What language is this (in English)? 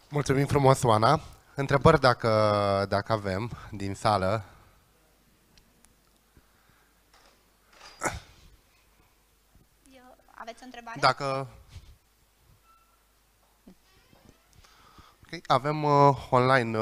Romanian